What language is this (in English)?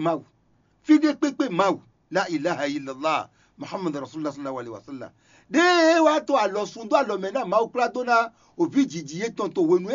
Fon